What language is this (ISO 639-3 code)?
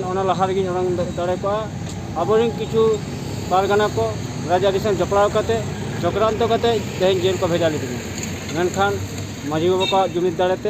sat